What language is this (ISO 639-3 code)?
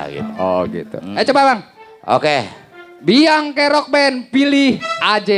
bew